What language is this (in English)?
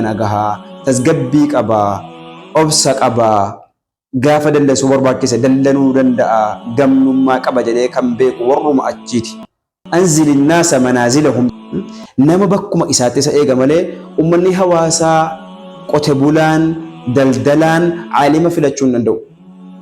Oromo